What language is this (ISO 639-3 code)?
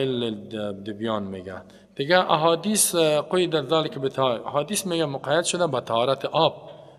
fas